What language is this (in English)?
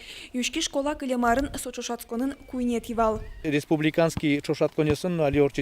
Udmurt